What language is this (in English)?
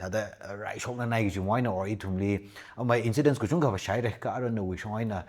Tangkhul Naga (India)